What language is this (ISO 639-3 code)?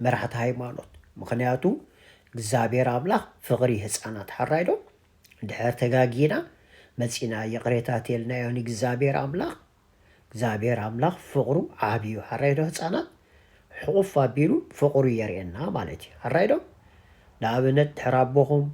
tir